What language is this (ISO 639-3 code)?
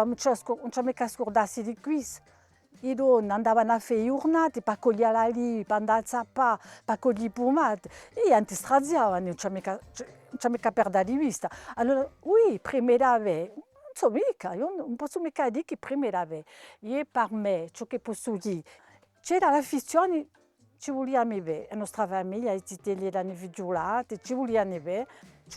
cos